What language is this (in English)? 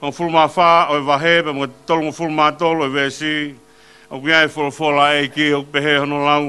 Tongan